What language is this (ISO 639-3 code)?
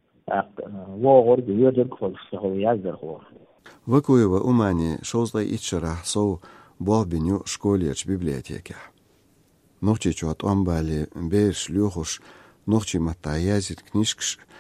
che